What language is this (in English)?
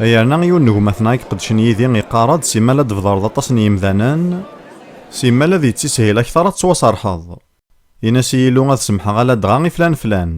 Kabyle